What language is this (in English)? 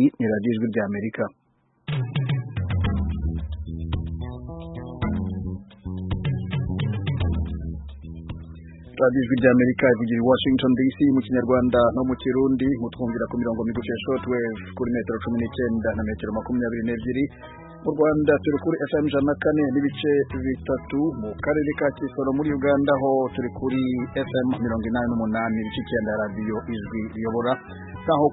Kinyarwanda